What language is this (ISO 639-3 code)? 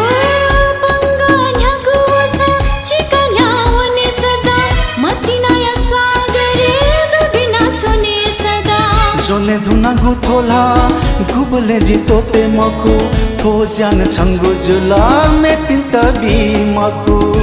new